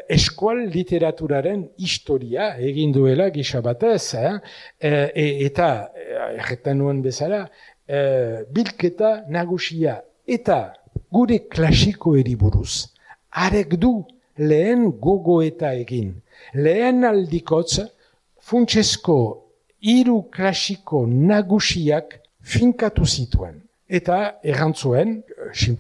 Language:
Basque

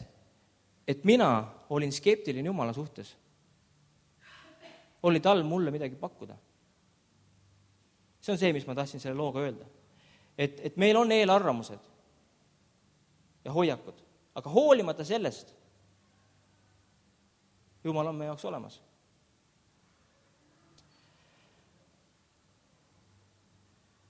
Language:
Estonian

